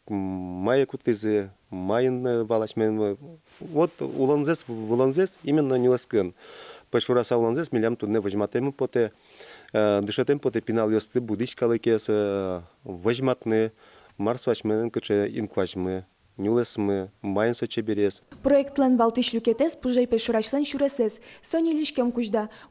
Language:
Udmurt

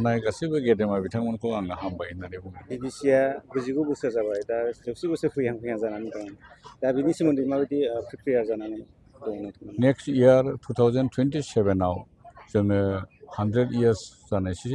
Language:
Bodo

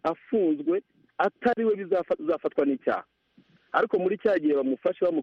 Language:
Kinyarwanda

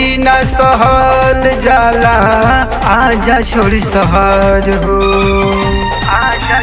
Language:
Bhojpuri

